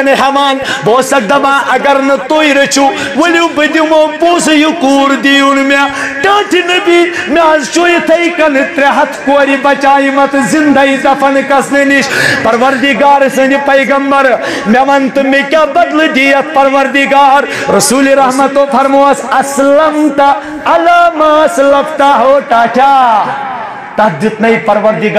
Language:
Kashmiri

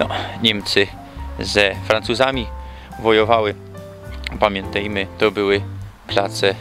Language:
Silesian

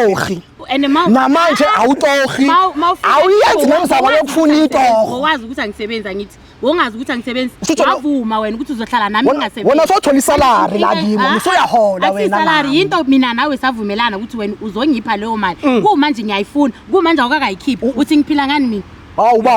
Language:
Zulu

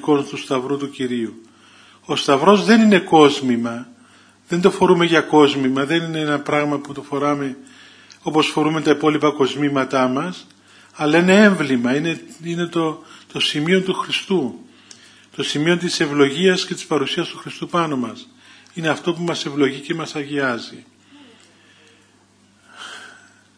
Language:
Greek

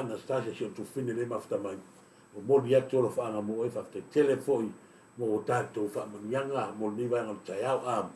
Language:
Samoan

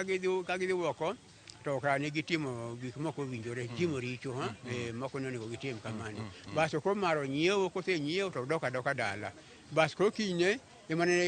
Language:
Luo (Kenya and Tanzania)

